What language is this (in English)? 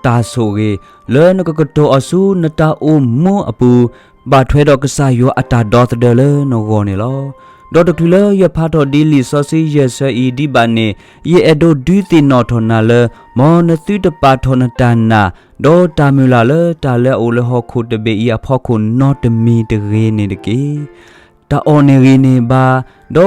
S'gaw Karen